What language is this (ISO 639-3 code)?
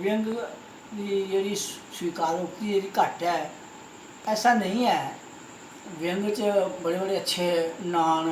doi